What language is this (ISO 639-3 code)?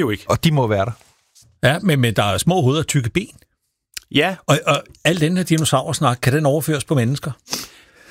dan